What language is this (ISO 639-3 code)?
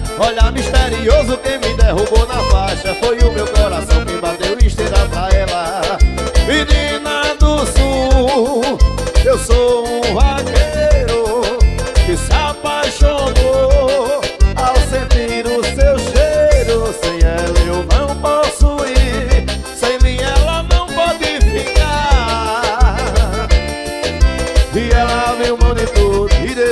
por